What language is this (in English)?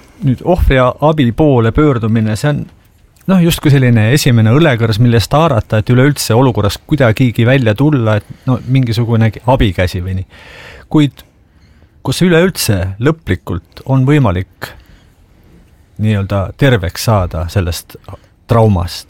Estonian